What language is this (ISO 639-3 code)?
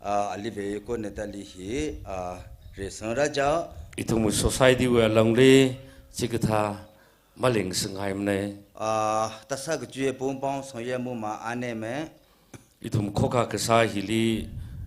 nmf